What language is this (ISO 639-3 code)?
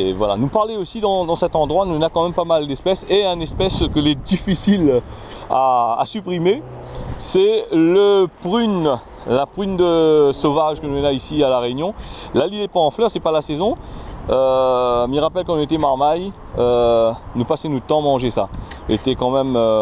rcf